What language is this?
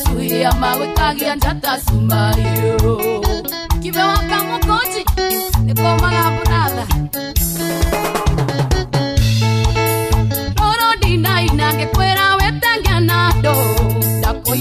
Kikuyu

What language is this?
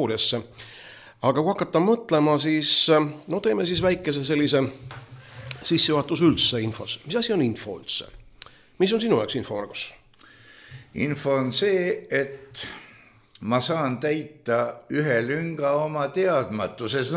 Estonian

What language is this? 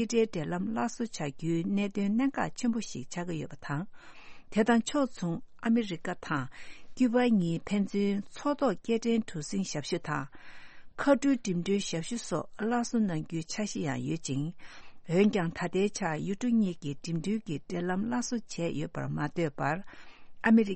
Tibetan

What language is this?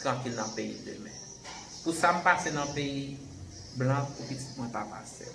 Haitian Creole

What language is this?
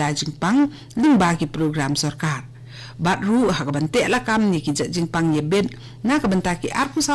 Khasi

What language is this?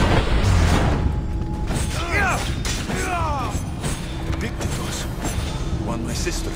English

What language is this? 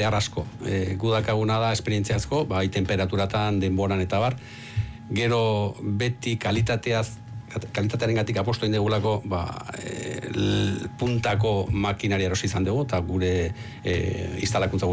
Basque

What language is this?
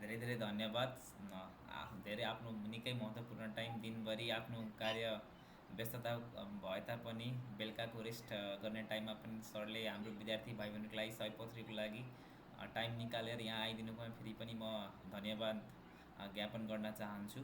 Nepali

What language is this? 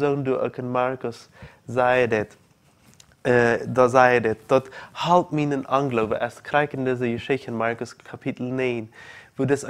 Plautdietsch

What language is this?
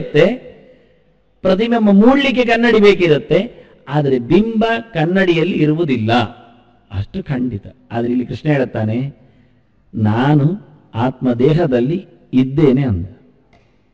Kannada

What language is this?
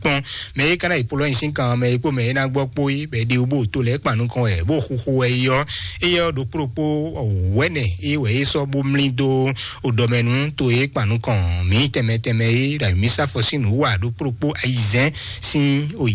Fon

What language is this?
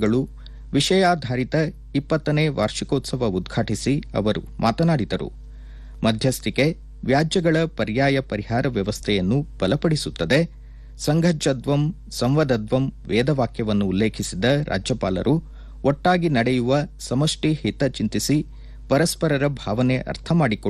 Kannada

